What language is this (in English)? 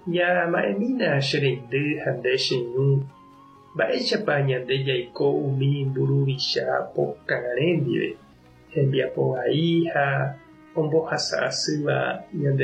Guarani